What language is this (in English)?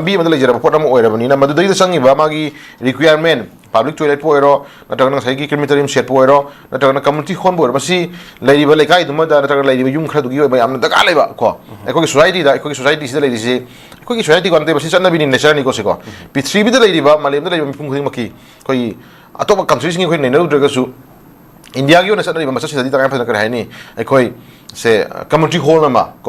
Manipuri